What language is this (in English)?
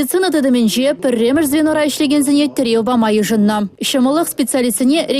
Chuvash